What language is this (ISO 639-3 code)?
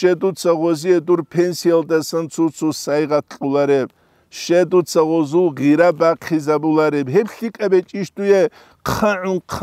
ava